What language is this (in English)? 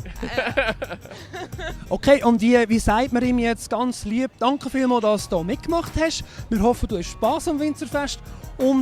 Swiss German